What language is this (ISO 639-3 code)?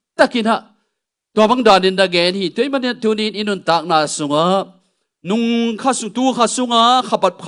ctd